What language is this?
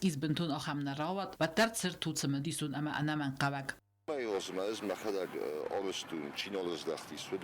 Ossetic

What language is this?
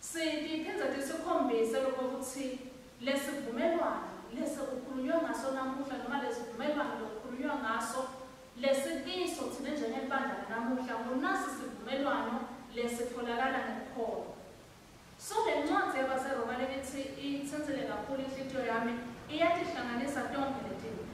Swati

